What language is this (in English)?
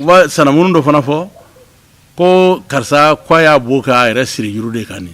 Bambara